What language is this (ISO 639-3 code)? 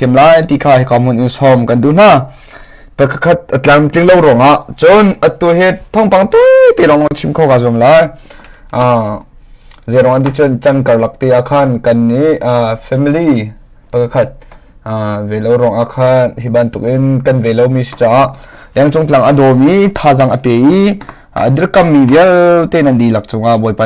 cnh